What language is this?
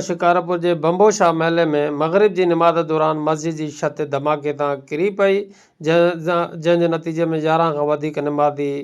Sindhi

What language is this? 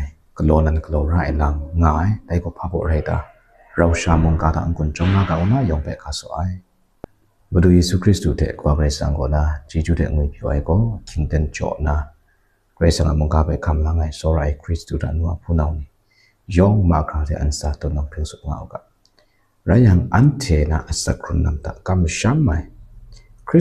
Kachin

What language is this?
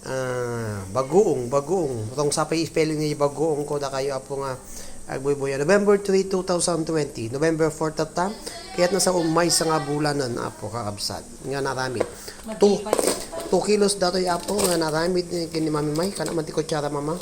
Iloko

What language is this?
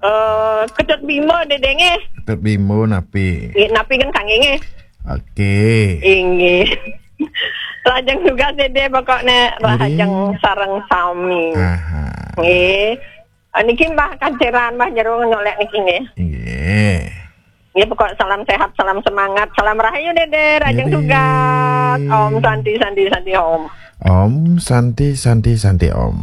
Balinese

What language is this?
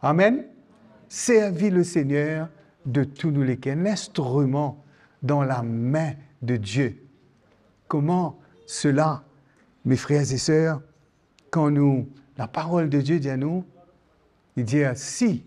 Morisyen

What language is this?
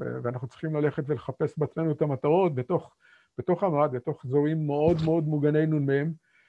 Hebrew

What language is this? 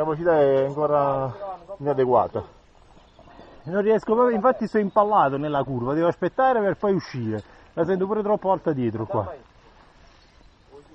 Italian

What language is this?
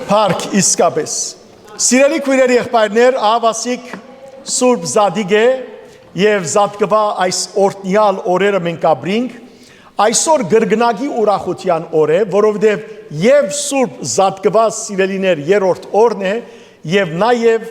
Western Armenian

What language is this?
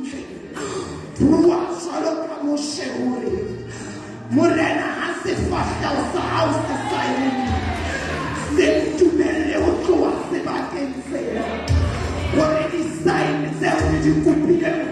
Southern Sotho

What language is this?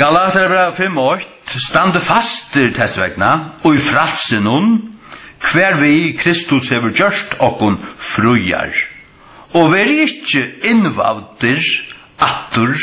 Faroese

